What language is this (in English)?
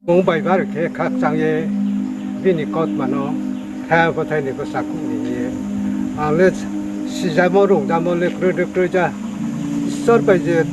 Riang (India)